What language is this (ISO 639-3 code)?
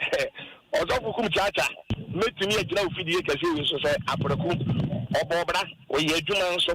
aka